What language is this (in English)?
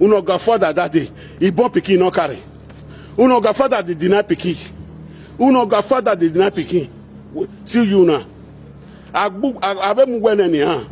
Nigerian Pidgin